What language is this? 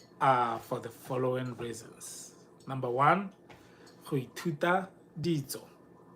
Tswana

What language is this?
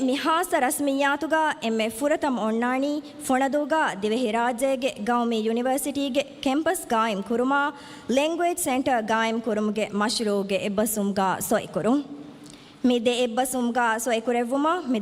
Divehi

